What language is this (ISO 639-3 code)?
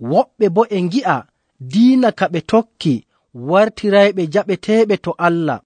fuv